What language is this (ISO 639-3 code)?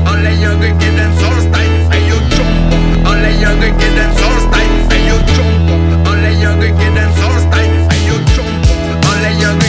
fra